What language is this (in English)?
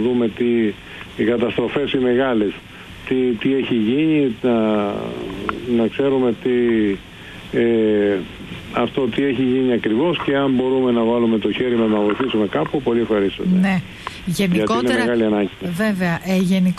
Greek